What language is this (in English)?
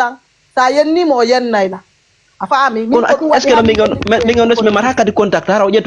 Fula